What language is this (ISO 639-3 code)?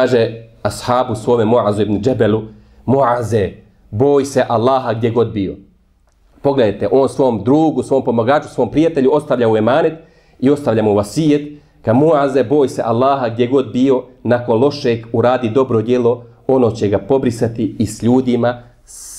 bos